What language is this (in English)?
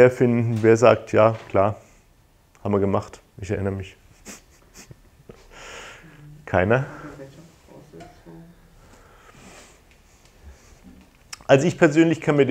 German